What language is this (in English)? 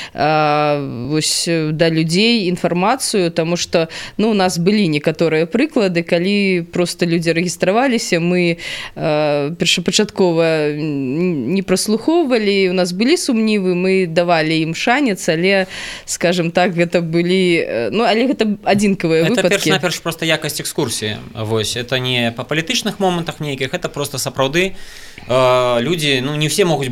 Belarusian